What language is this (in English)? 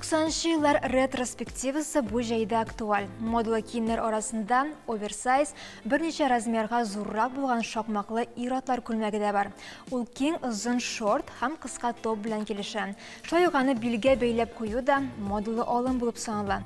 Tatar